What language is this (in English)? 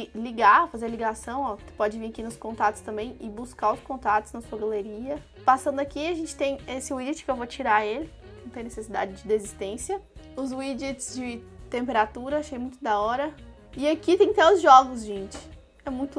Portuguese